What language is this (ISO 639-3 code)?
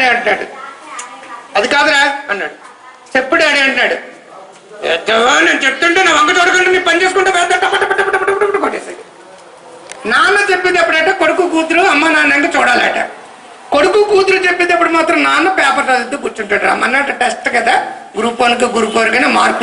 tel